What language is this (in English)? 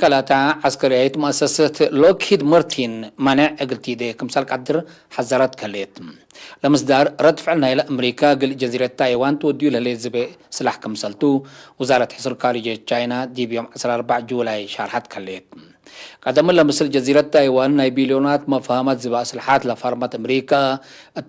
Tigre